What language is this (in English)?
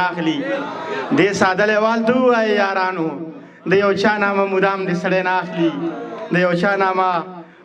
Pashto